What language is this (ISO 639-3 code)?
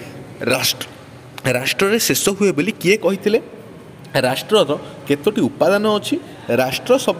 ori